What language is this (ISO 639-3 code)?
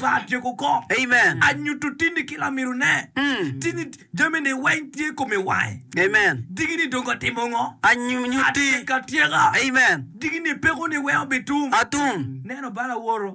ach